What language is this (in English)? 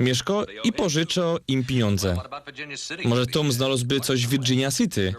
Silesian